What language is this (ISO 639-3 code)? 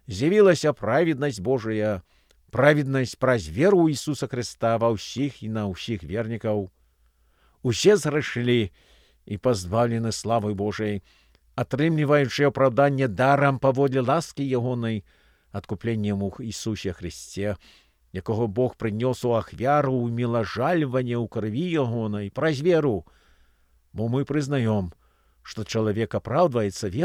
bel